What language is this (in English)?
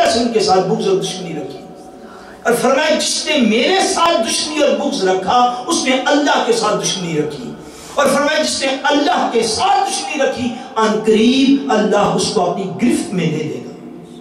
Urdu